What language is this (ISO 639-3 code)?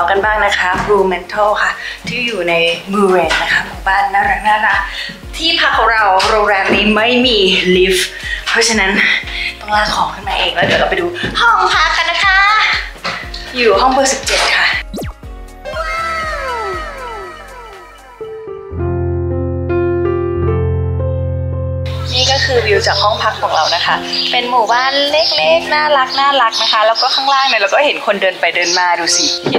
tha